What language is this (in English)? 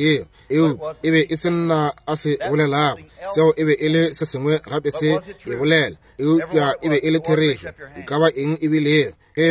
Northern Sotho